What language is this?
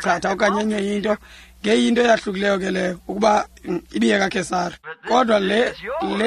Xhosa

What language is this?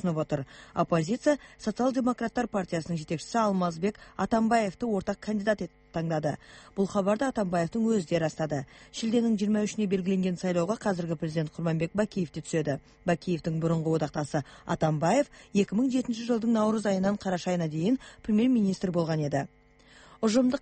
Kyrgyz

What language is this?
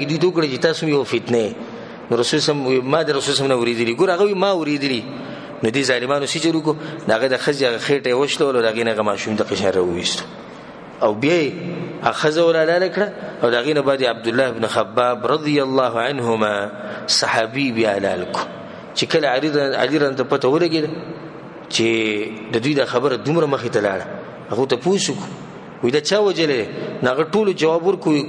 Pashto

